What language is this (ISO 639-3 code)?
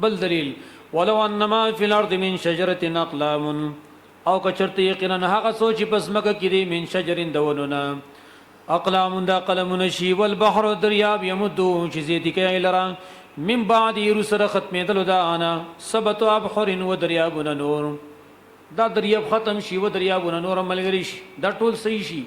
pus